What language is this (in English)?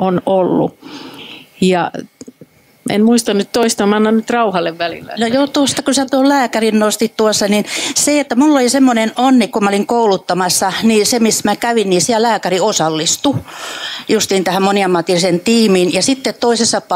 Finnish